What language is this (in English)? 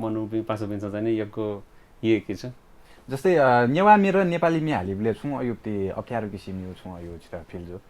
Newari